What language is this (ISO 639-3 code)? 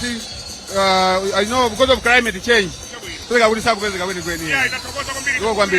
nya